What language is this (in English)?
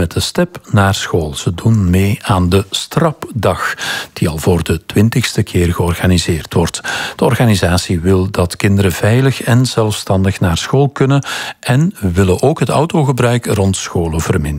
Dutch